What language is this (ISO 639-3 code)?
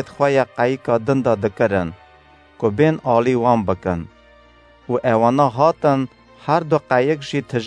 kur